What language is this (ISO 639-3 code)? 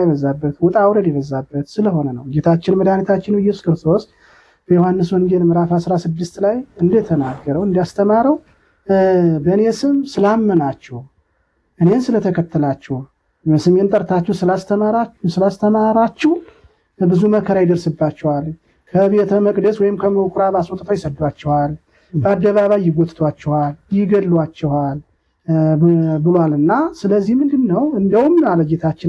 amh